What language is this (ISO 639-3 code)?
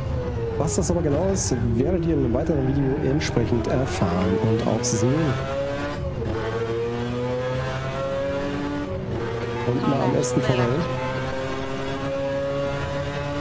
deu